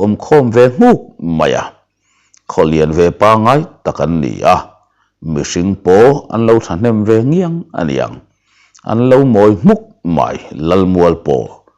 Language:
Mizo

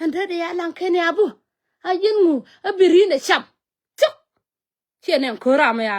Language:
Nuer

